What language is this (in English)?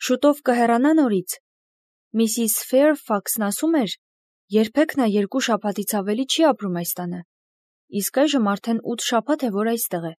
Armenian